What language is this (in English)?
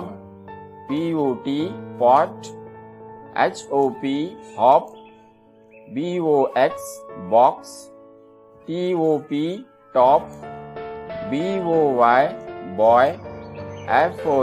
Marathi